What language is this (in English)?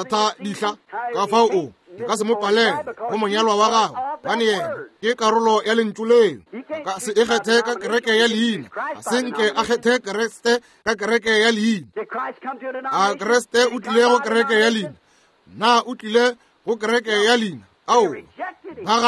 Northern Sotho